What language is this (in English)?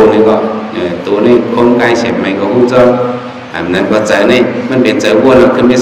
Shan